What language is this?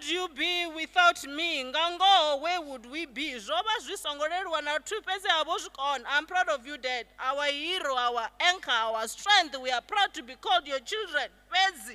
Venda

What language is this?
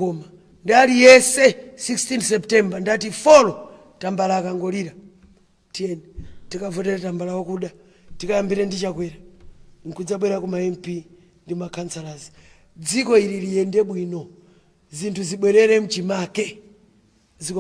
Nyanja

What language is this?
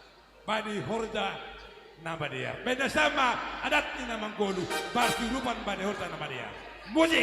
Batak Simalungun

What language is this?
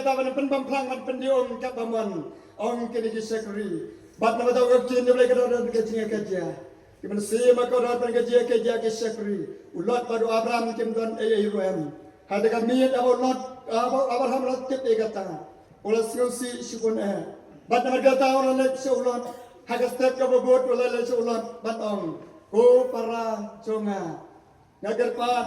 Khasi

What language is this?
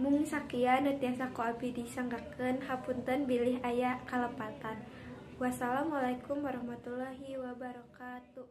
Sundanese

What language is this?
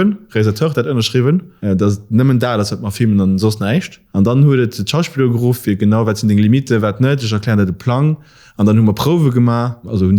Luxembourgish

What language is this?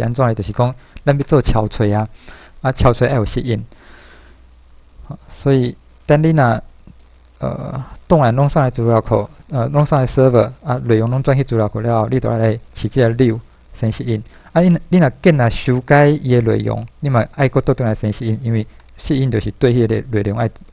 Min Nan Chinese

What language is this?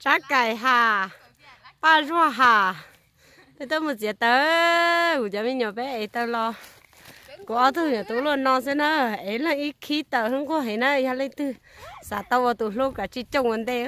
Hmong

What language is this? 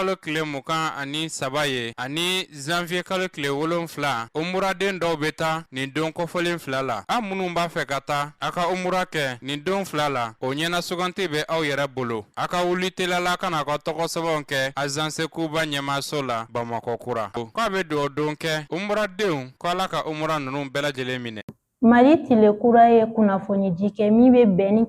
Bambara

